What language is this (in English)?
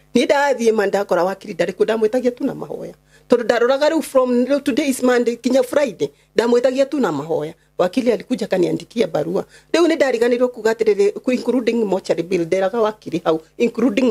Kikuyu